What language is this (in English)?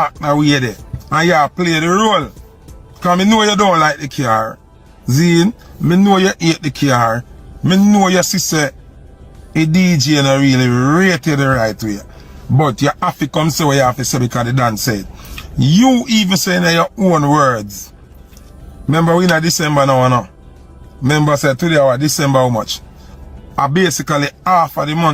Jamaican Creole English